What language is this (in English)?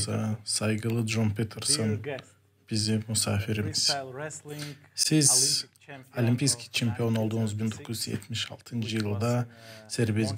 Gagauz